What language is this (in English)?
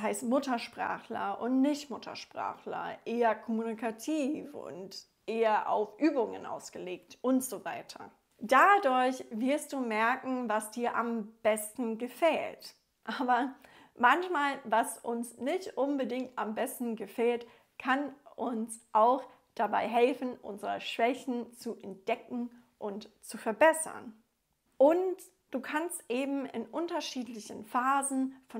German